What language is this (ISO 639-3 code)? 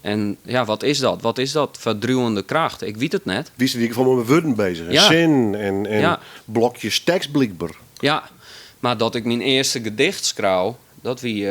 fry